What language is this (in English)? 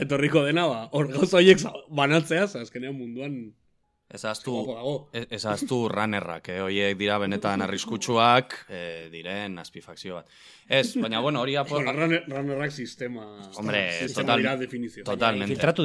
Basque